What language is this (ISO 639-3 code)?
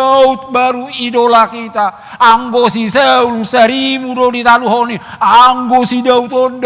bbc